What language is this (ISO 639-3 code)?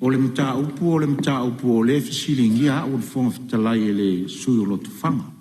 smo